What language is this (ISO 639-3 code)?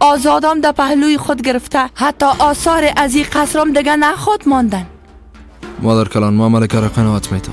fas